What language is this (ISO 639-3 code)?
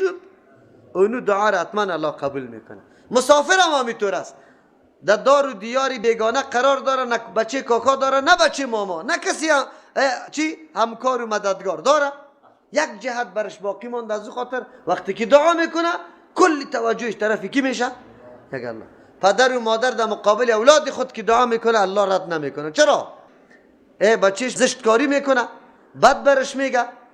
fas